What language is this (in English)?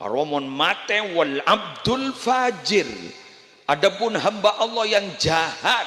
Madurese